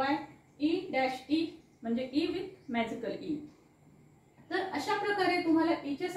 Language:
Marathi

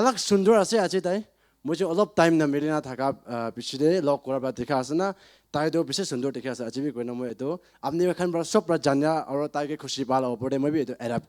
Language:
Naga Pidgin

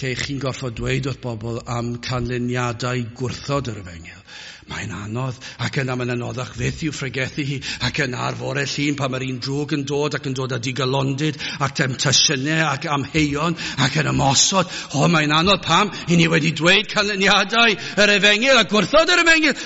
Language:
Welsh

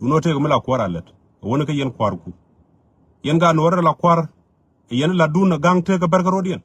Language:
Nuer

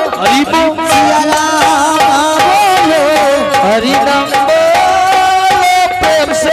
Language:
Angika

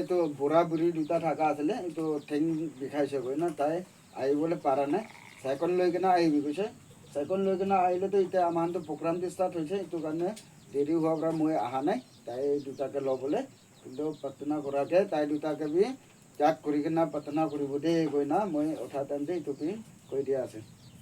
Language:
Naga Pidgin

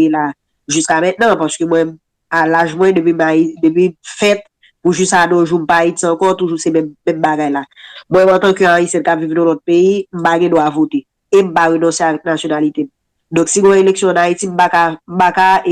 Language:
Haitian Creole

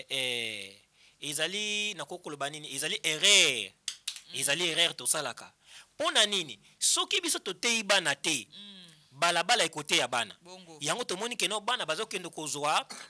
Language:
Lingala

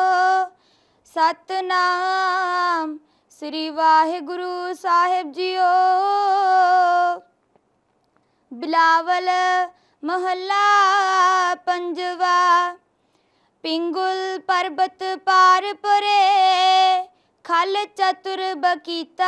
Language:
Punjabi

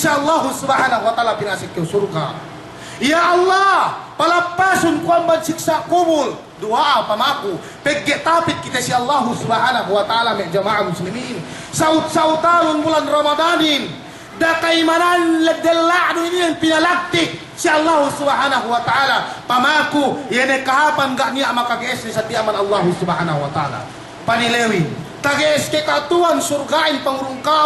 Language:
Yakan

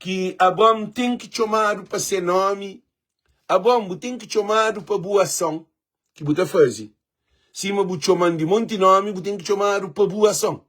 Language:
Kabuverdianu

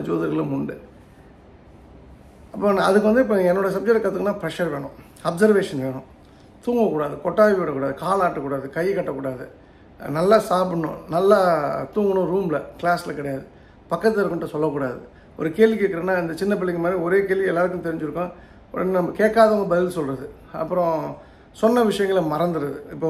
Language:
Tamil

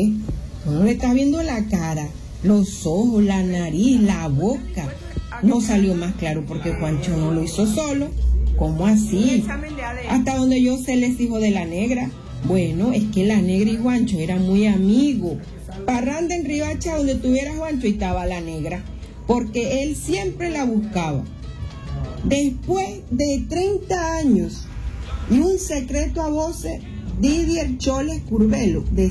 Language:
Spanish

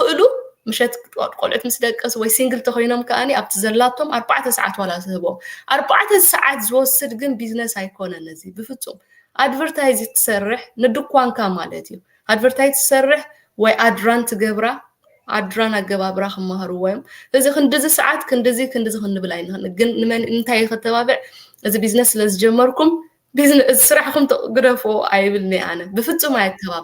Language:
Tigrinya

